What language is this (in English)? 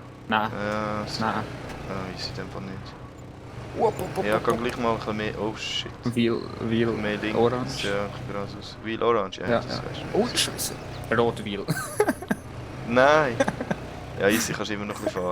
Swiss German